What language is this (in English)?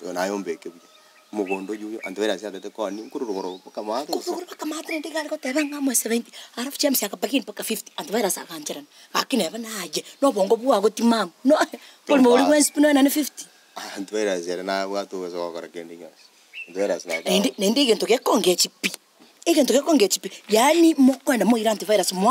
Gusii